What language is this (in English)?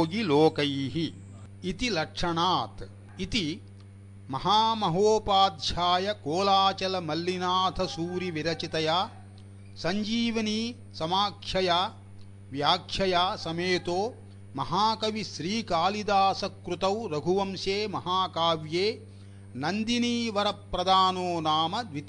Sanskrit